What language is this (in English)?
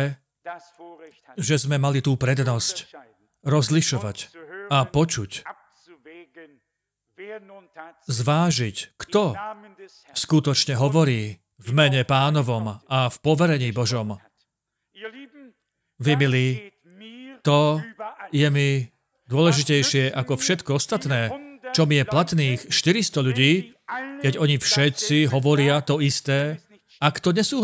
Slovak